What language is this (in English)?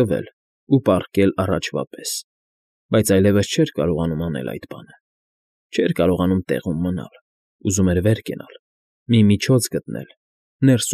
Armenian